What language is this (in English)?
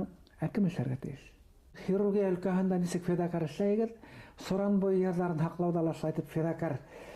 Bashkir